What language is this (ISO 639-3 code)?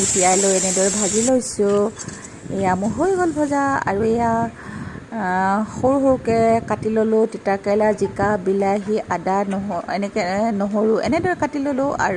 asm